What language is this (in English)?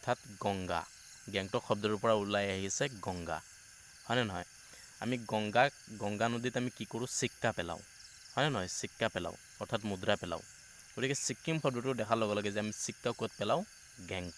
Assamese